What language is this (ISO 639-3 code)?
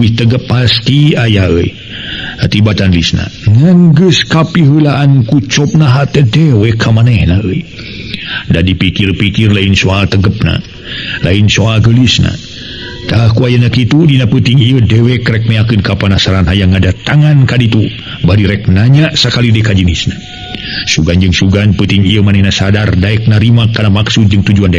sun